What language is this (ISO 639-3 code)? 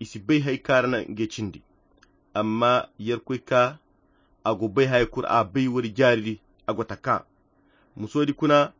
khq